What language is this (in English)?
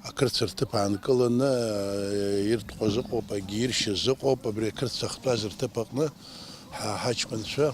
Abkhazian